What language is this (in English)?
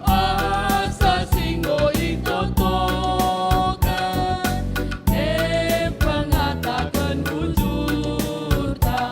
Batak Karo